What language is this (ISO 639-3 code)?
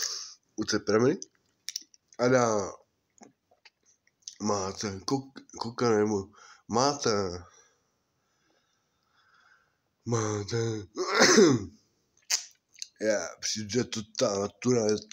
ces